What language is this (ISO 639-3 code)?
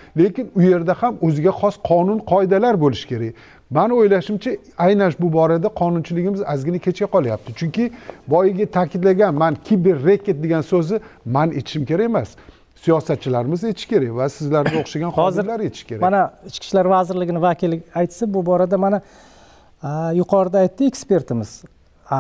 uzb